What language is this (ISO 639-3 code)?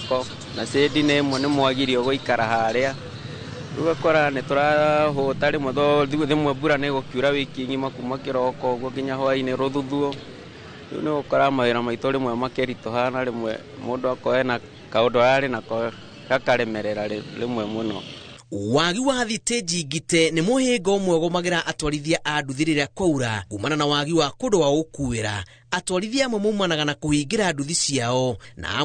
kik